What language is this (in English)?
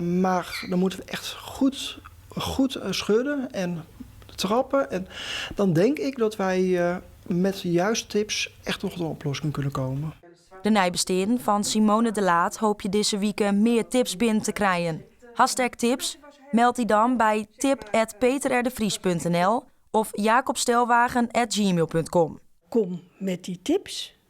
Western Frisian